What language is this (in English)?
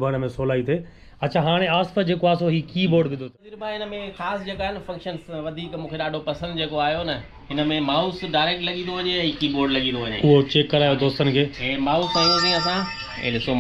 Sindhi